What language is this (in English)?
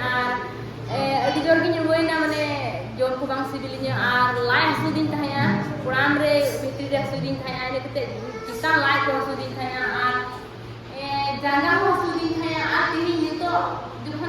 Santali